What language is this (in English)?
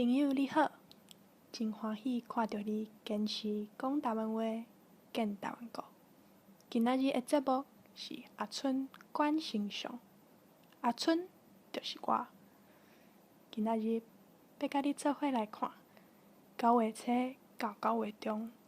Min Nan Chinese